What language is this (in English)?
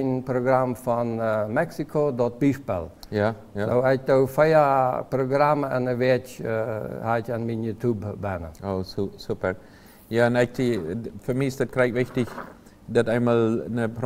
Plautdietsch